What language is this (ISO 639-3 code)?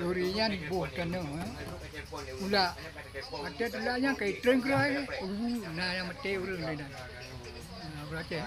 ace